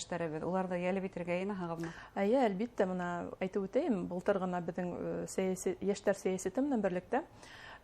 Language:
Bashkir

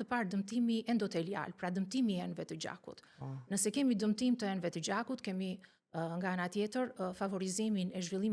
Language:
Albanian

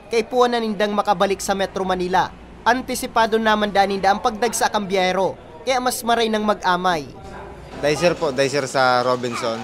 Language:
Bikol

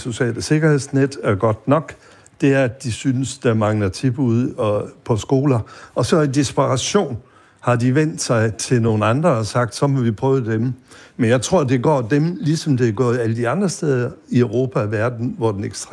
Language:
Danish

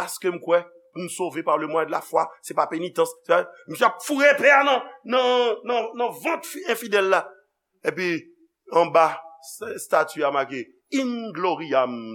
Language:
Haitian Creole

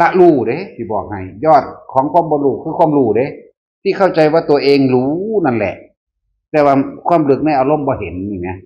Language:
Northeastern Thai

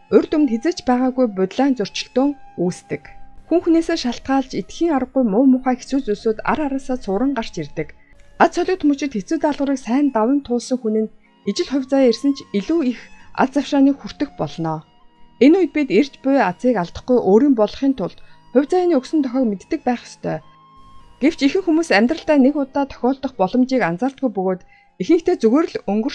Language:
Mongolian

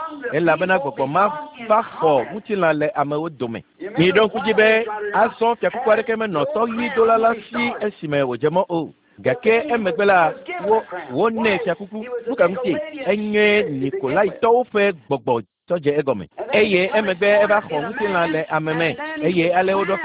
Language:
Ewe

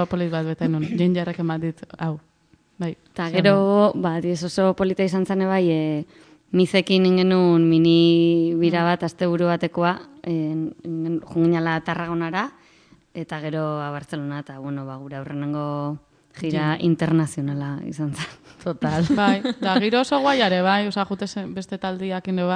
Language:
Basque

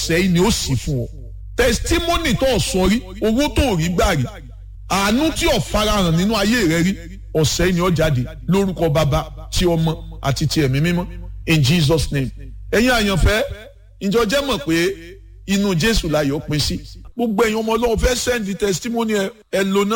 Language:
Yoruba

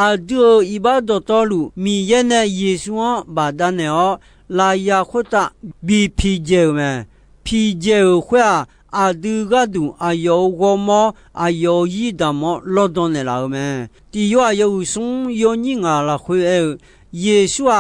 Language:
Akha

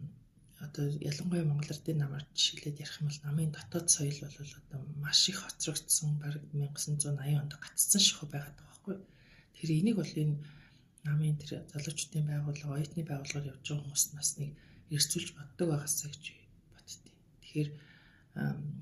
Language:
Mongolian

